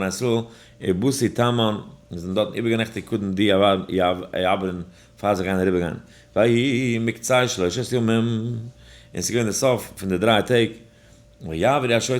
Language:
Yiddish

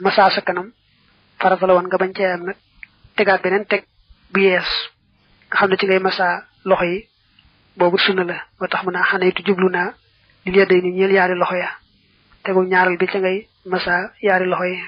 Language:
Wolof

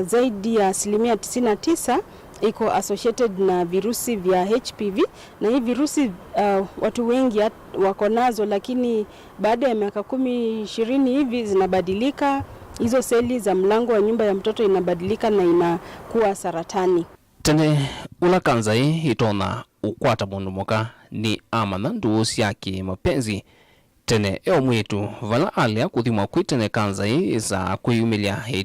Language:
Kamba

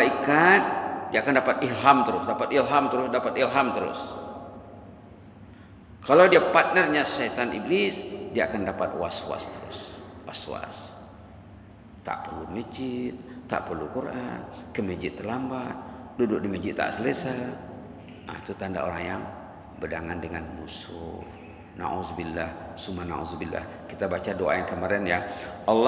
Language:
Malay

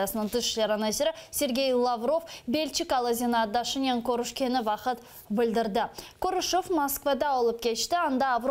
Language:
Crimean Tatar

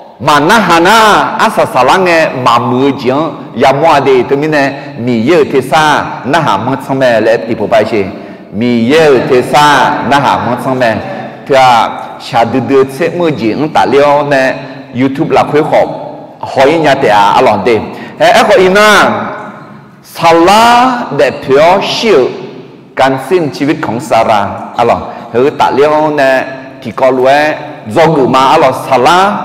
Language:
Akha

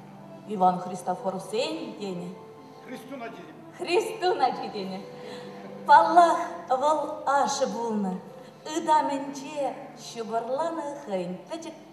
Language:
Chuvash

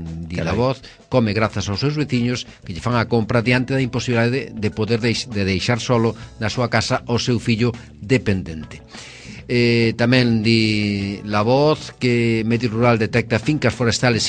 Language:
Galician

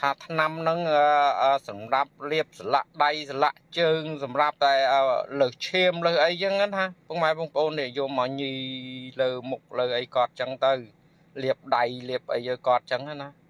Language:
Khmer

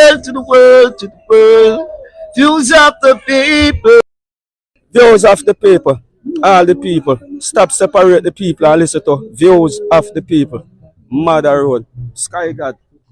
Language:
Jamaican Creole English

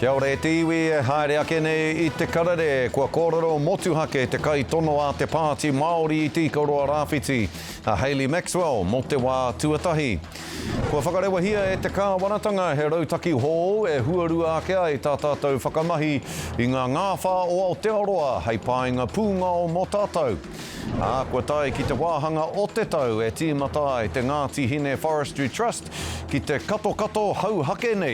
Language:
Māori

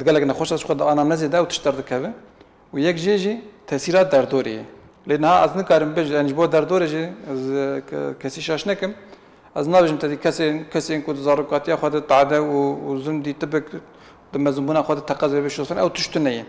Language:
Kurdish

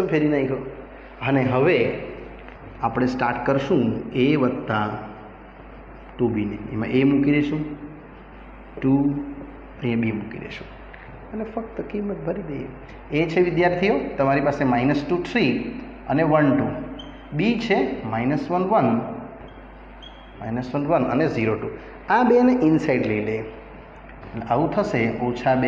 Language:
Gujarati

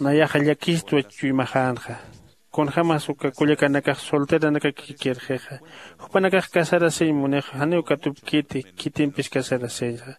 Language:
Aymara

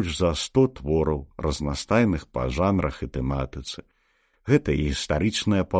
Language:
Belarusian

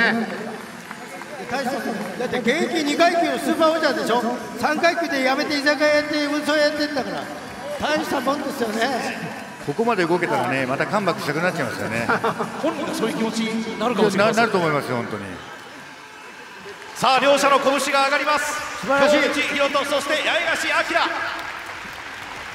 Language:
Japanese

